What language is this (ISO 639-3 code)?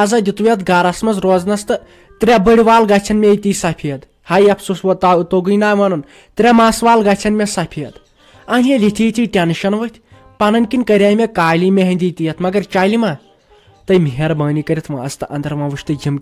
kas